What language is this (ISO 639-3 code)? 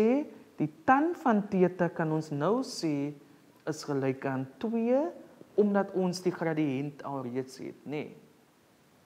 afr